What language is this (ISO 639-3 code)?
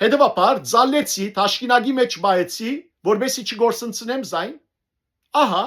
hyw